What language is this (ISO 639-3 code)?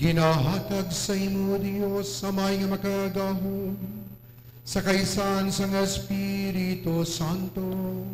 hil